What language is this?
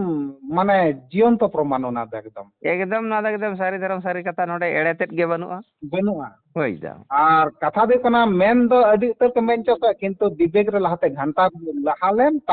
Santali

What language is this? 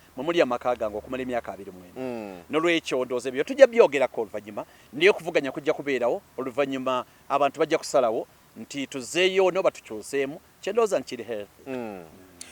Ganda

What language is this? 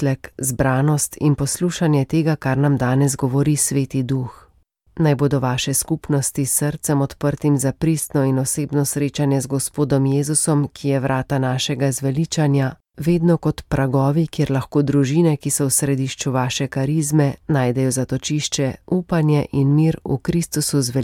Slovenian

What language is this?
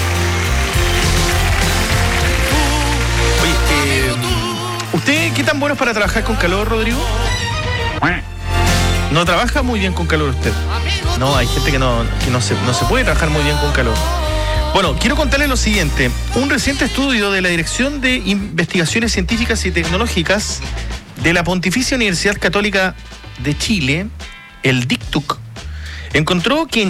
Spanish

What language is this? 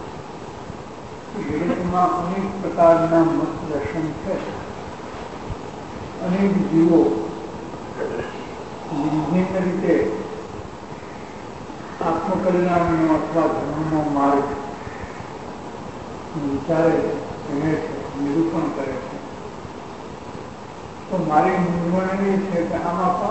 Gujarati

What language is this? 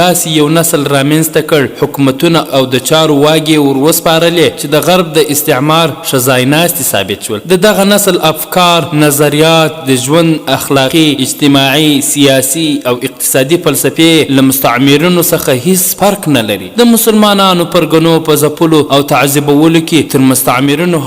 Pashto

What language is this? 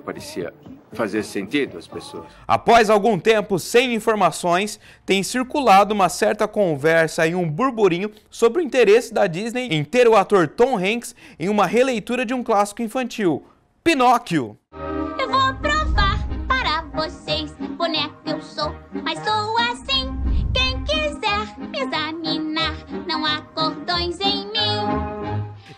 Portuguese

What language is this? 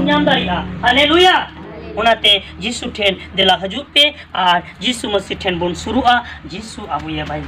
Santali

